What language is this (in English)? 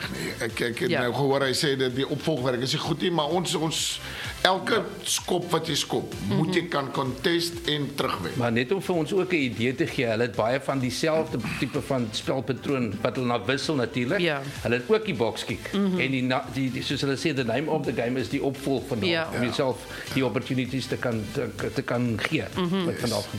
Afrikaans